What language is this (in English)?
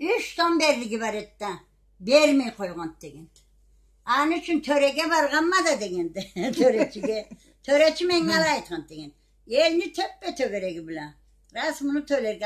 Karachay-Balkar